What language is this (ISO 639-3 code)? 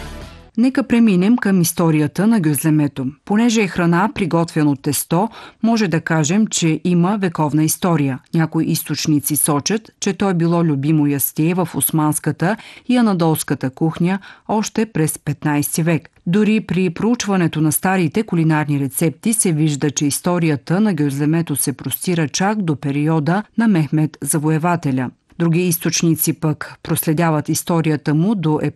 bul